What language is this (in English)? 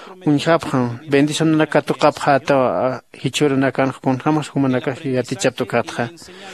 Aymara